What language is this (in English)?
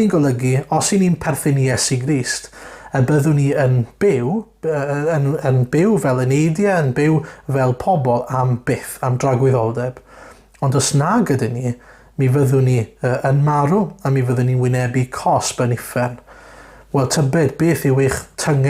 Welsh